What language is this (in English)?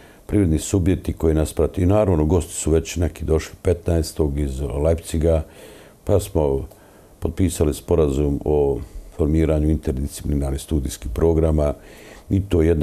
Bosnian